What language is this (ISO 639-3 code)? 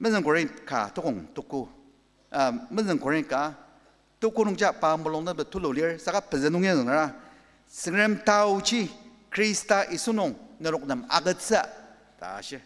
njo